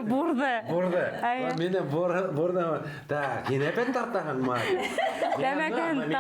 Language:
Bashkir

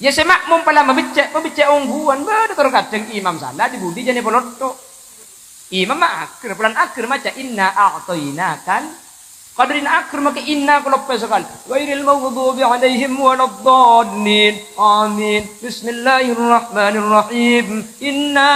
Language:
Madurese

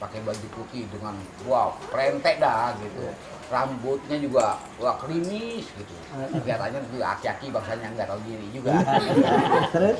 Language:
Betawi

